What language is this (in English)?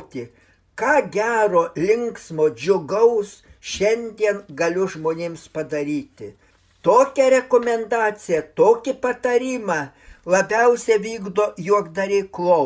Lithuanian